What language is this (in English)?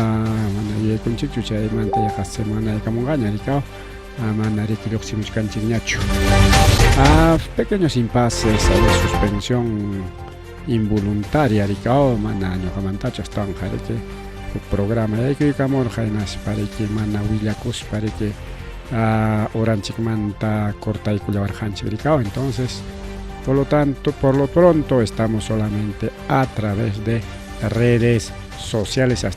Ayacucho Quechua